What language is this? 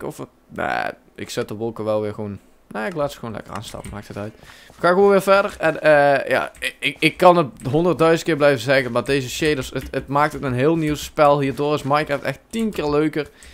Dutch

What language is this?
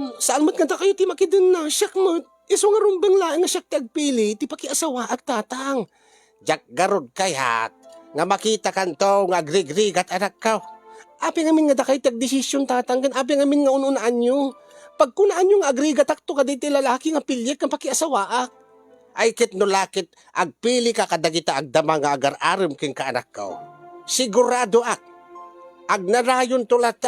Iloko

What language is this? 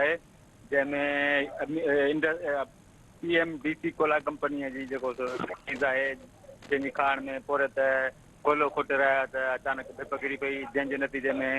Sindhi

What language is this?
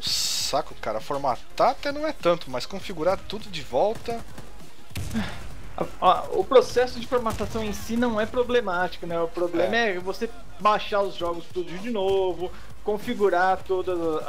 Portuguese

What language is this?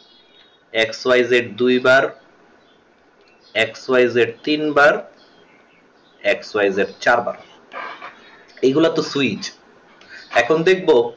Bangla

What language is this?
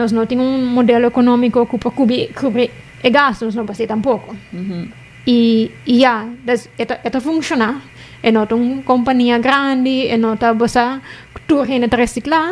Papiamento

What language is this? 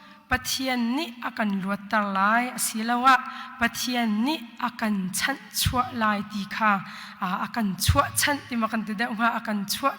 Hakha Chin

